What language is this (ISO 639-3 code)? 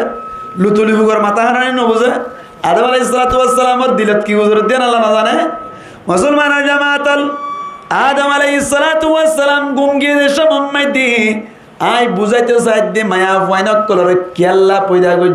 rhg